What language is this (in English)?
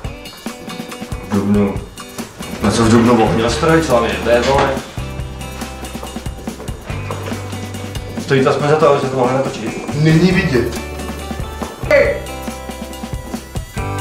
Czech